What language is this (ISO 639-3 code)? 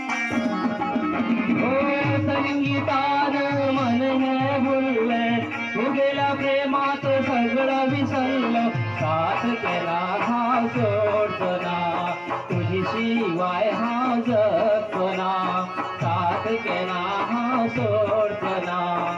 kok